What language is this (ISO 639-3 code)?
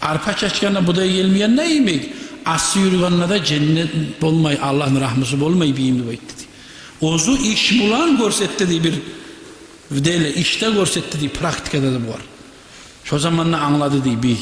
kum